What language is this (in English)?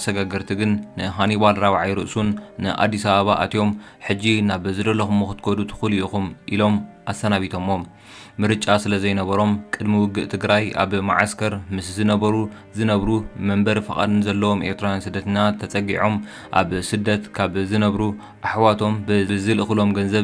Tigrinya